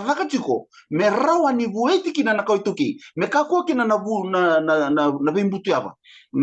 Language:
Fijian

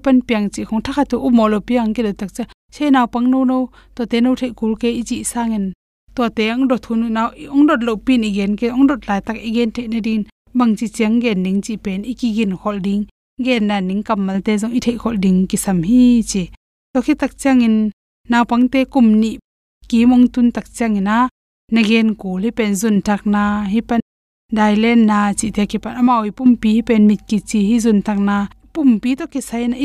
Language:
Tedim Chin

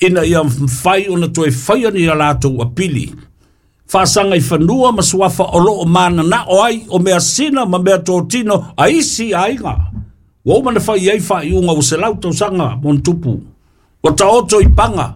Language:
Samoan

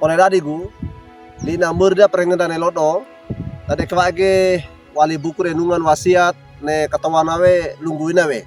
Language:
Wejewa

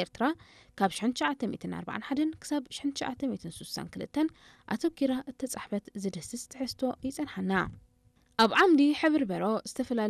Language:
Tigrinya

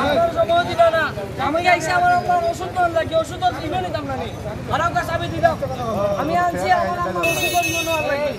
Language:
Sylheti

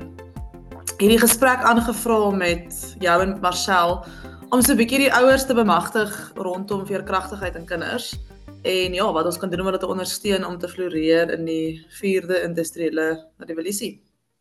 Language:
Afrikaans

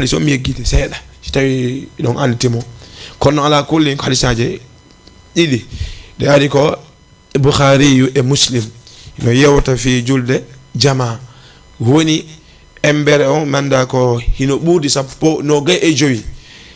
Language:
Fula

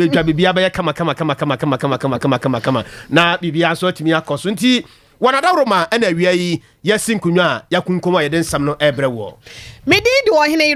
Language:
Akan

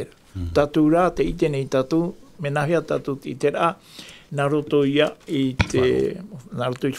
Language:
Tahitian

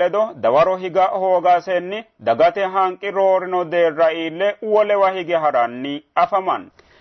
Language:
Sidamo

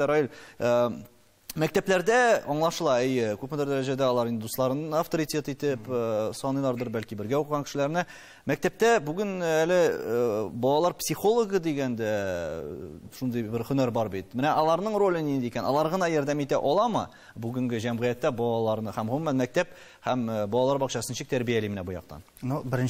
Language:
Tatar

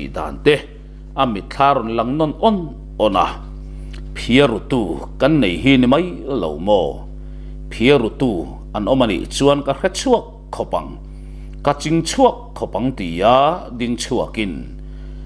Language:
Mizo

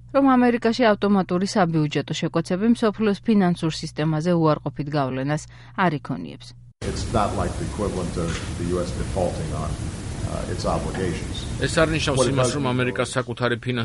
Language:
Georgian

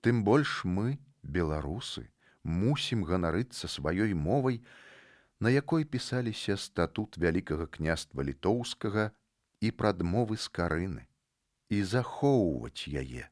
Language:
Belarusian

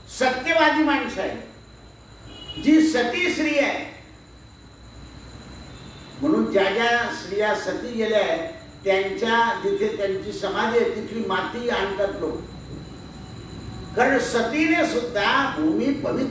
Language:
Marathi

